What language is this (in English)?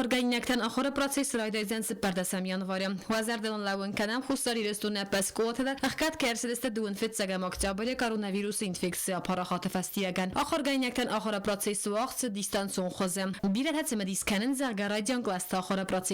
Ossetic